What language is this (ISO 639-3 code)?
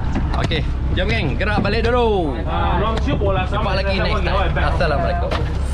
msa